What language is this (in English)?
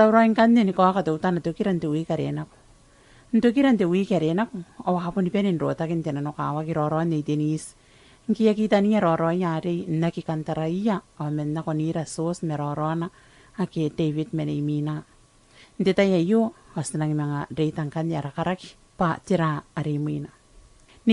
Gilbertese